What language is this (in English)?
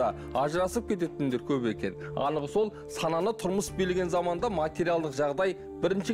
Kazakh